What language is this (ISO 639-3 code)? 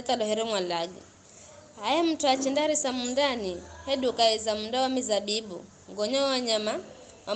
nyf